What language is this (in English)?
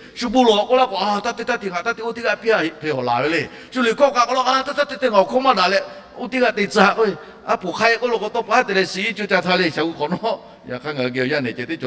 Lahu